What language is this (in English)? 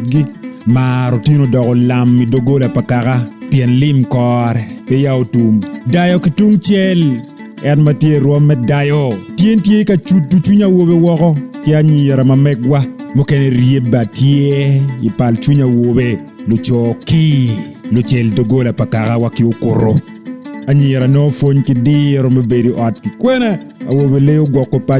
Acoli